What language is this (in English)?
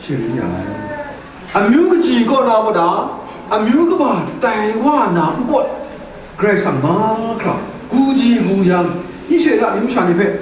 Kachin